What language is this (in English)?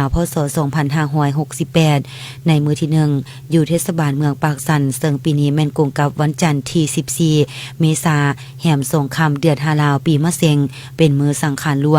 Lao